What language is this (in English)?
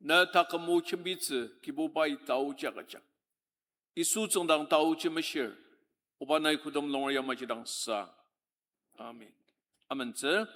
Ao Naga